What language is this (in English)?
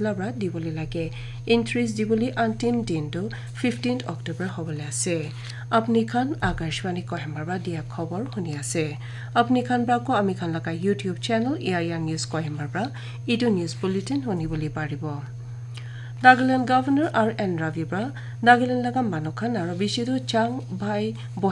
Naga Pidgin